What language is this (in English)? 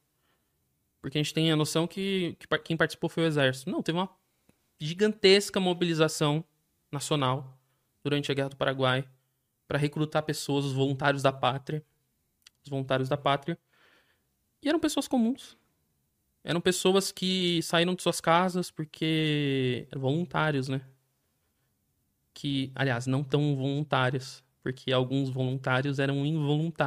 Portuguese